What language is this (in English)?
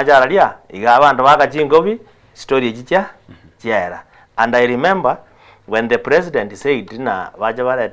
Gusii